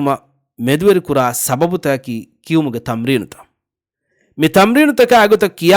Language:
Divehi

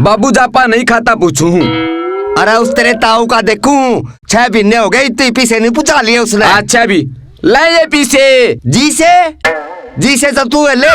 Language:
Haryanvi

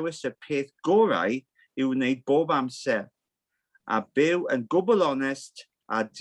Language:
Welsh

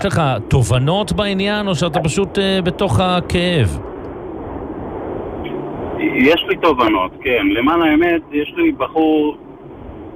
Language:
Hebrew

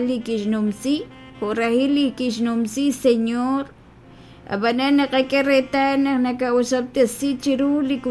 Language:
Kekchí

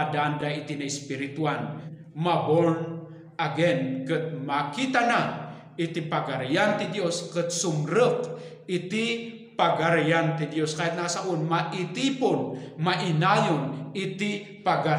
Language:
Iloko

